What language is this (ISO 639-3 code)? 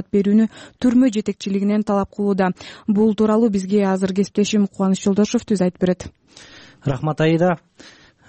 kir